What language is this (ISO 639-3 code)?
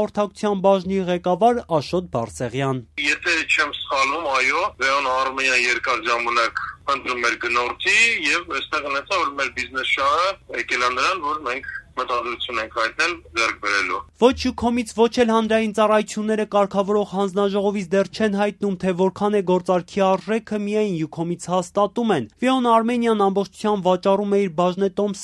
hye